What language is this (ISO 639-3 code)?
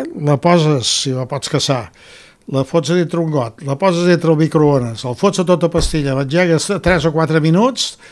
cat